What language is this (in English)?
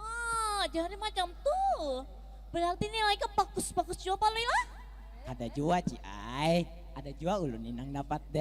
Banjar